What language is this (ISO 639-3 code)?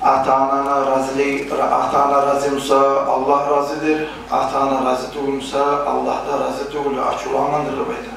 kum